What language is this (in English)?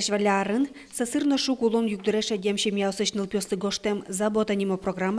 Udmurt